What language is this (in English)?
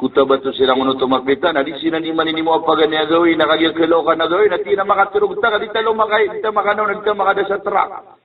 Maranao